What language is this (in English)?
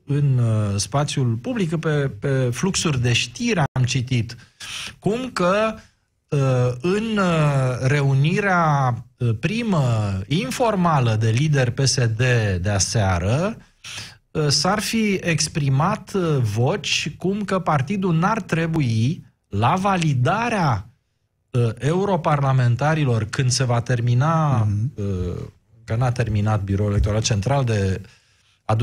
Romanian